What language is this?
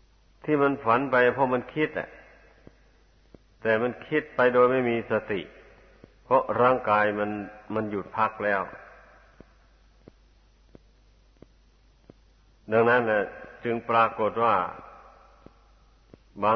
Thai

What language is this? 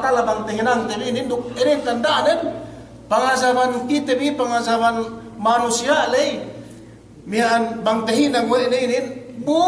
Yakan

